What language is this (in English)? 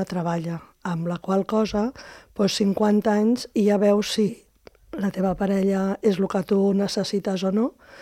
Catalan